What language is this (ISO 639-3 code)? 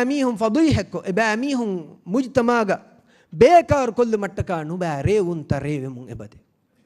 div